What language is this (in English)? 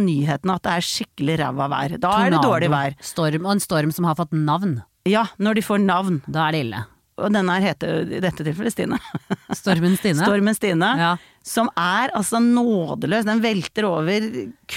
Norwegian